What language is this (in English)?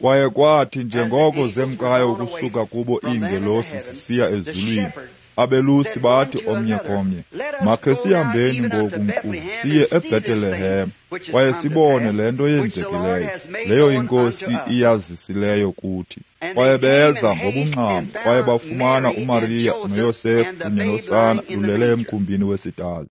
Xhosa